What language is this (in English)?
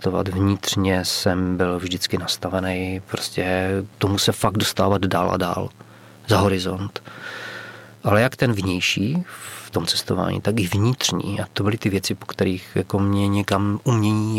Czech